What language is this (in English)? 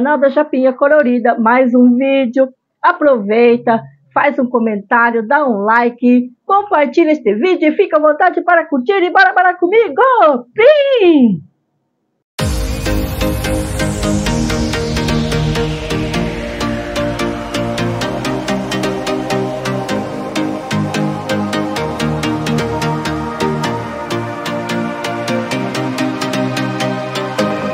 Portuguese